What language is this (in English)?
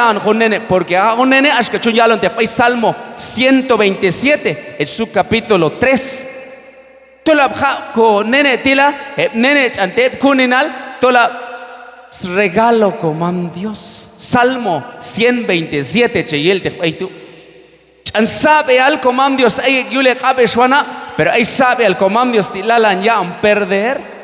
Q'anjob'al